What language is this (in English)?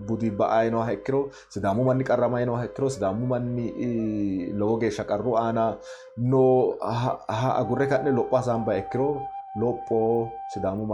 Sidamo